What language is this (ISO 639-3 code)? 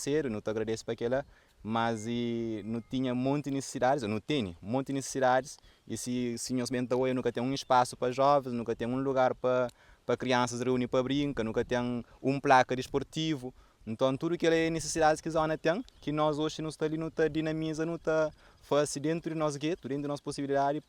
kea